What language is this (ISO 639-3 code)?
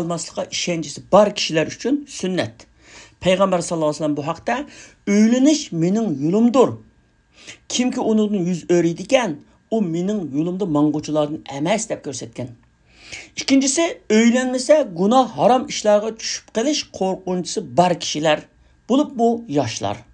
uig